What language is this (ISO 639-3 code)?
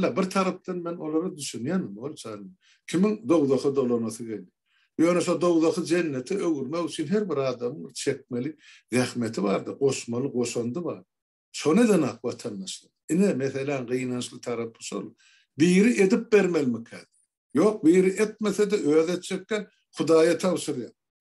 tuk